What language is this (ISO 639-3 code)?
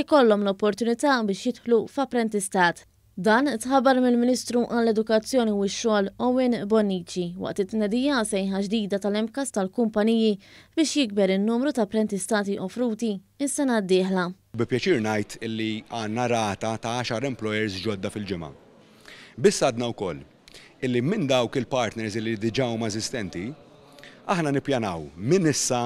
mlt